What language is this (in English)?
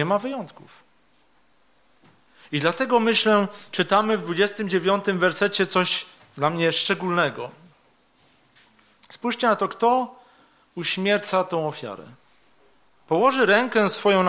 Polish